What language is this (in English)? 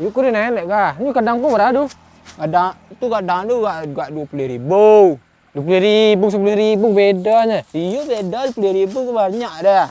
Minangkabau